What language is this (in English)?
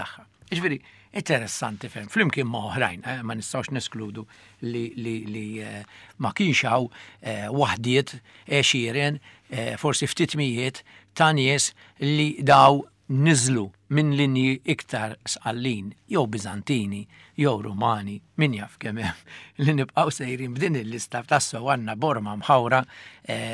Maltese